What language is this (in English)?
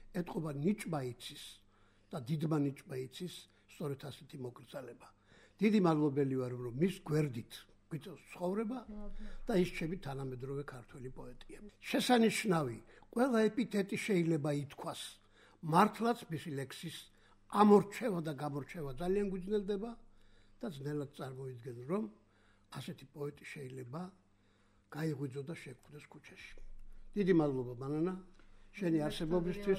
Georgian